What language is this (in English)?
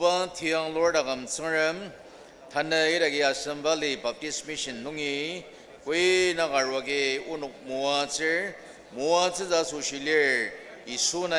Ao Naga